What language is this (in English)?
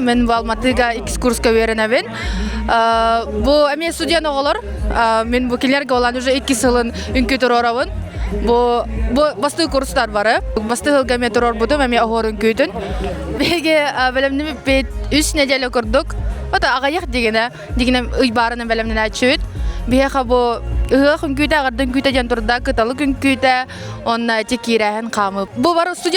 Yakut